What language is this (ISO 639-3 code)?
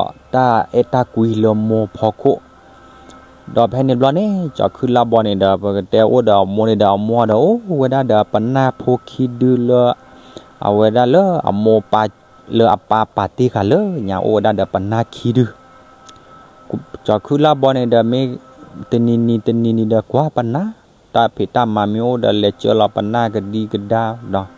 ksw